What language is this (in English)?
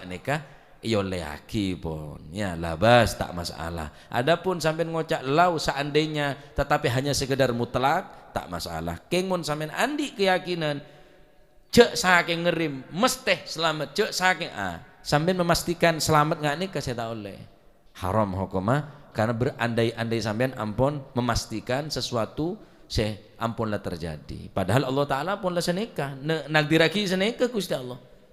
Madurese